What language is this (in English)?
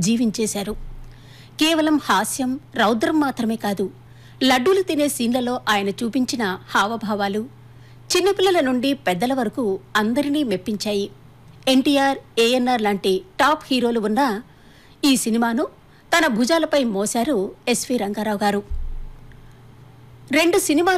Telugu